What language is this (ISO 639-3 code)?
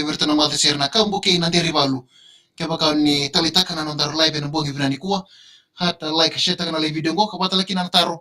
fij